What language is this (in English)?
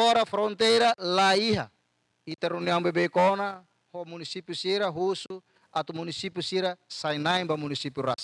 Tetum